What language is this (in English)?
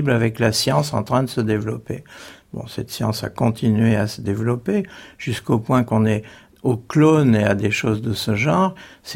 French